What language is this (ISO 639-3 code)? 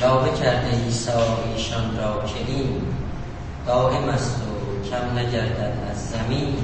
azb